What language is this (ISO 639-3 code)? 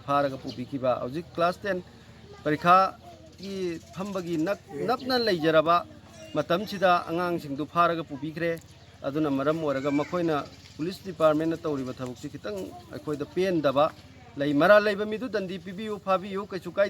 mni